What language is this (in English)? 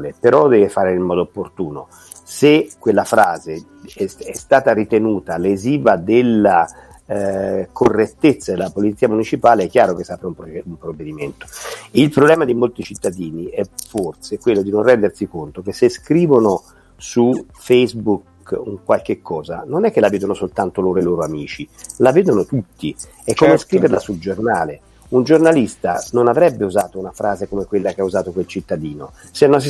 Italian